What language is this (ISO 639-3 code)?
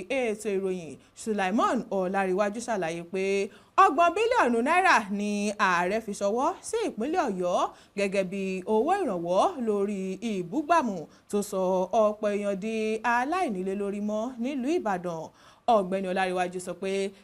yor